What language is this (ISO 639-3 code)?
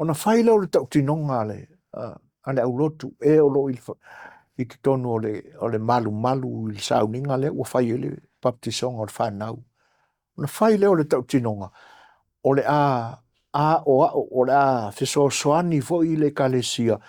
smo